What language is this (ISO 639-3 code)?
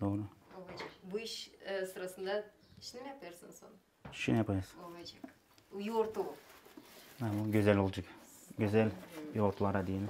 gag